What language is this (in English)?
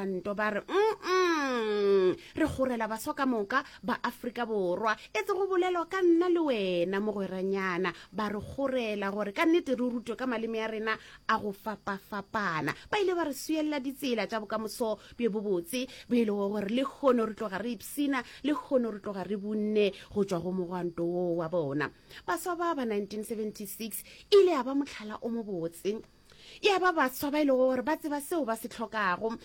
Northern Sotho